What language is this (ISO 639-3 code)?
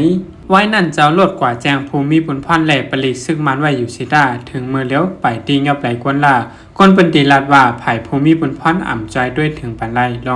shn